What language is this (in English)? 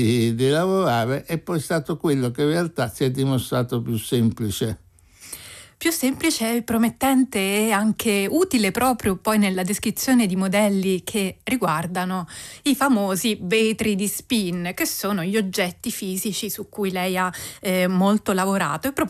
Italian